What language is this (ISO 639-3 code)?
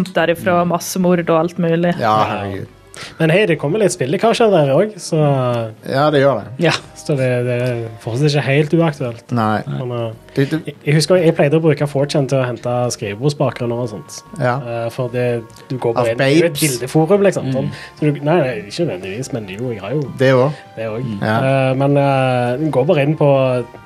nor